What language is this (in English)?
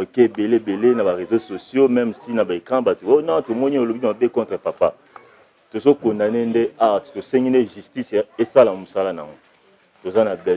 Lingala